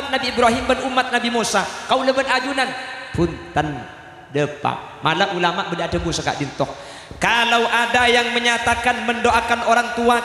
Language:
Madurese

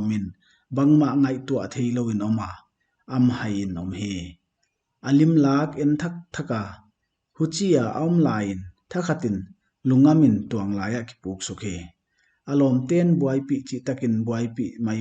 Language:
Paite Chin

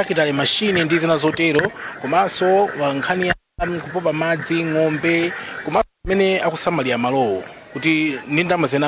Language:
Nyanja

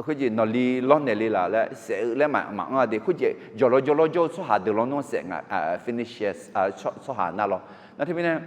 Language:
Akha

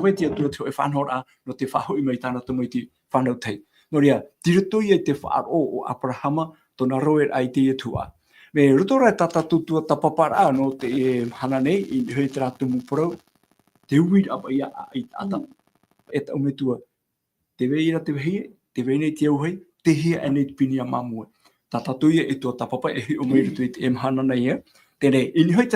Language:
Tahitian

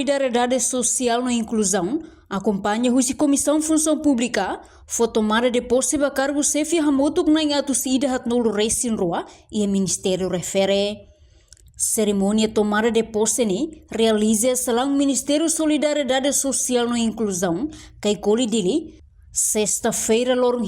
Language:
Tetum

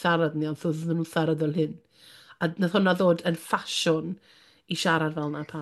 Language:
Welsh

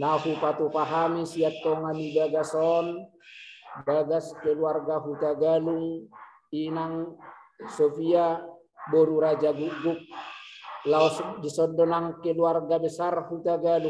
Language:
Batak Toba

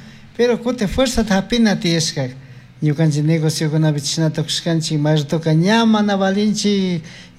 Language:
Chimborazo Highland Quichua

